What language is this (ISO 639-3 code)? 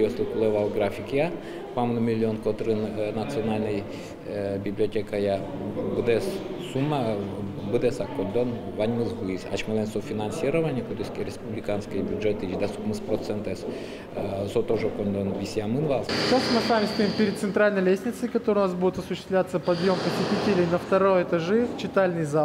udm